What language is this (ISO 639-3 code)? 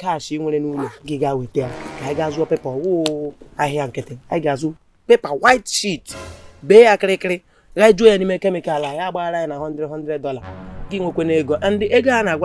ibo